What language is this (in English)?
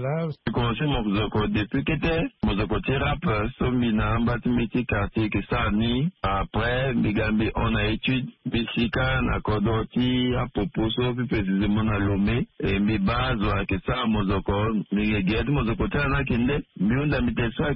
Sango